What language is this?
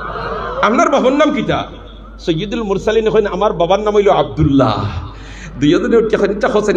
Sylheti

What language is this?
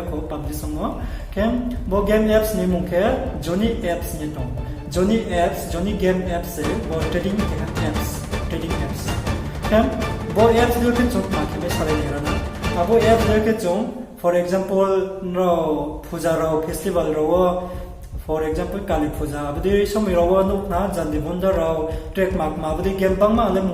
Riang (India)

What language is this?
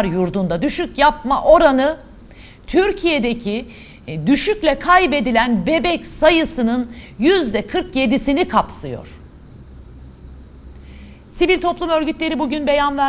Turkish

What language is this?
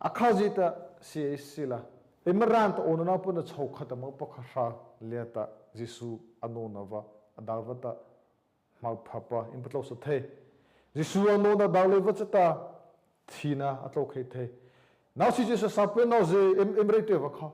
Mara Chin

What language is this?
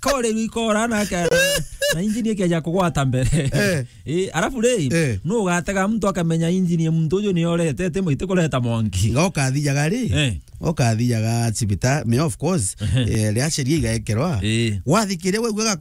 Meru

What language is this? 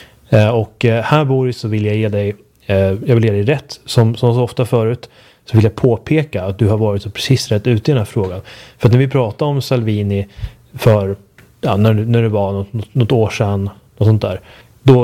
Swedish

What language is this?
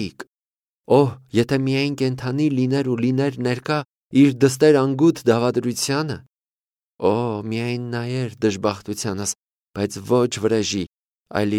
Armenian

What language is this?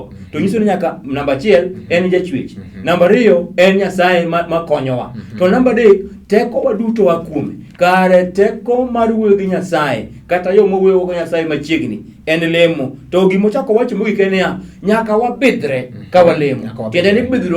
Luo (Kenya and Tanzania)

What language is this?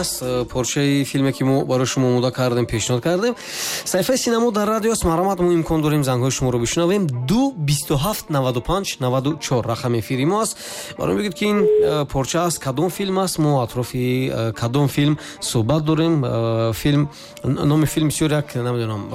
Tajik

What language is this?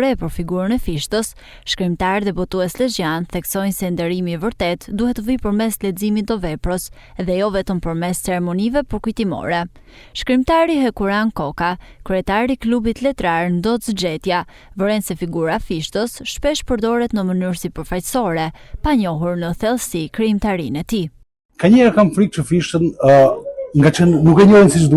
Albanian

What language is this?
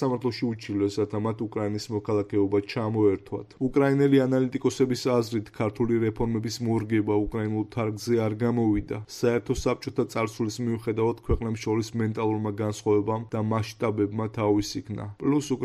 Georgian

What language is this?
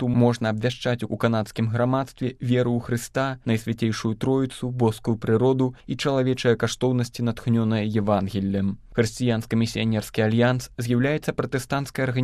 Belarusian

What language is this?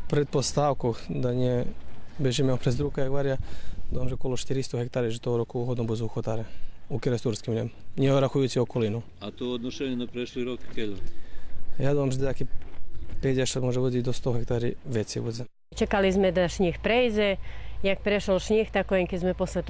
Rusyn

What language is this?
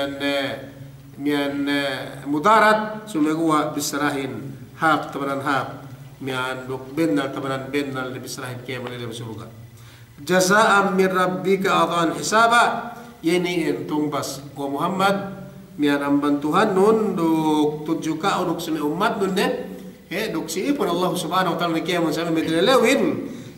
Yakan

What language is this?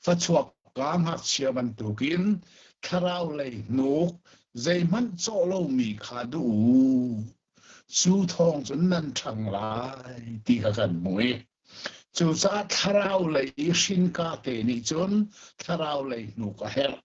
Hakha Chin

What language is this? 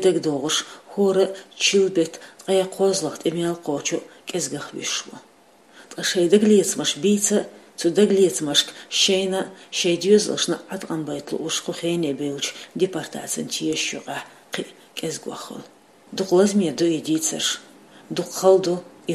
Chechen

